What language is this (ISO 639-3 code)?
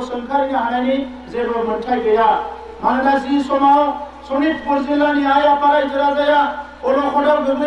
brx